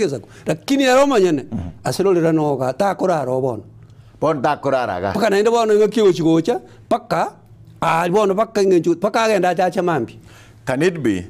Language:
Gusii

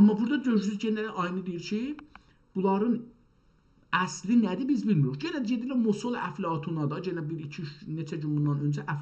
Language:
South Azerbaijani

